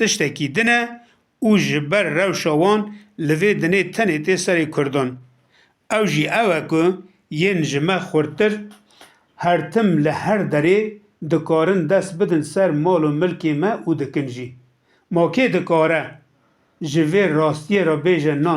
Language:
Kurdish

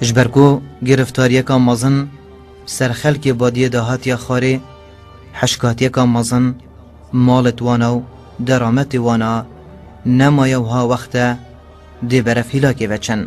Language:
Kurdish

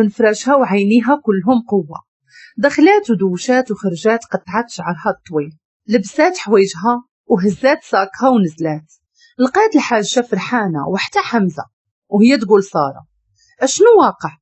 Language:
Moroccan Arabic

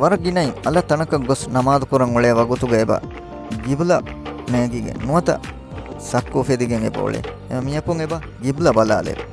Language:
Divehi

